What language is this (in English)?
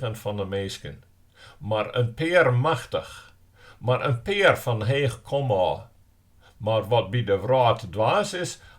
Western Frisian